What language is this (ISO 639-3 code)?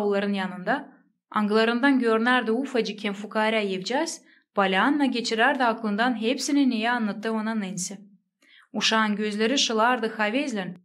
gag